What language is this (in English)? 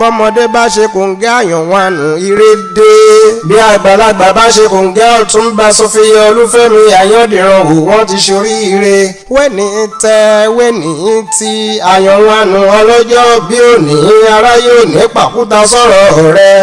Yoruba